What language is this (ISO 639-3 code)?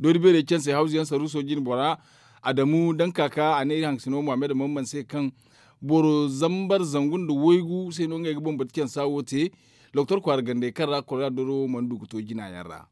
dje